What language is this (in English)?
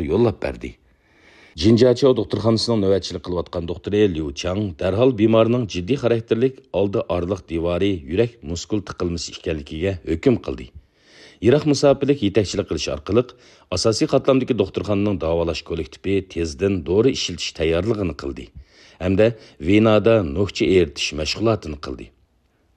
Uyghur